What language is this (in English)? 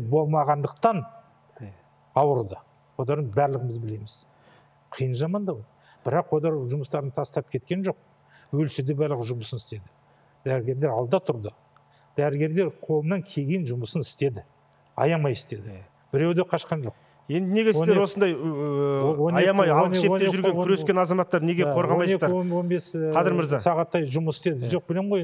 Kazakh